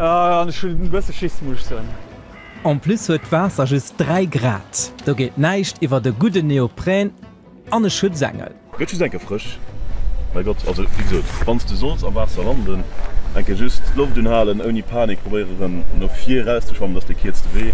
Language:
Luxembourgish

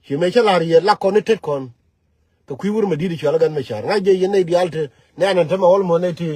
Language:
Nuer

